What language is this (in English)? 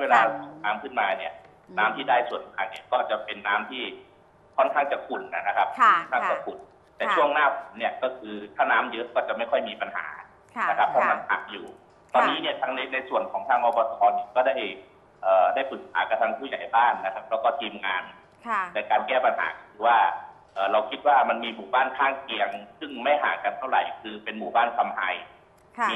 Thai